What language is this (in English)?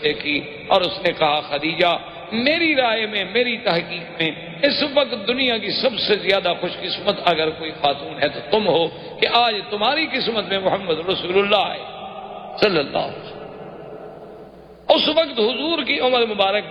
Urdu